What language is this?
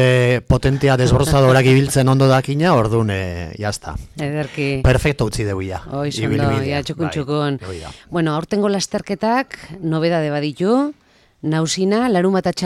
Basque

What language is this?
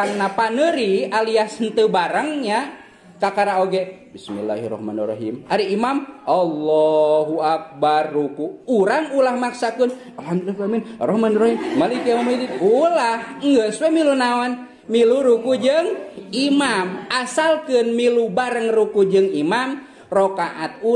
Sundanese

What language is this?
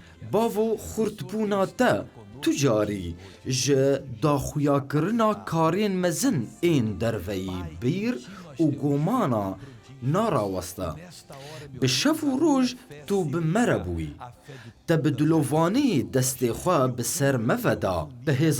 Kurdish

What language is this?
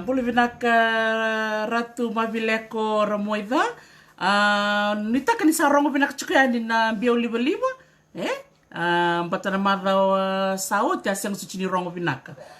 Fijian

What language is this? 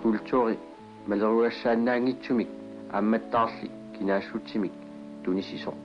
Kalaallisut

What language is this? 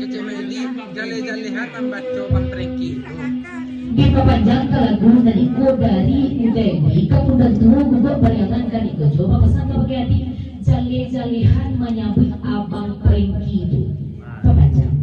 Minangkabau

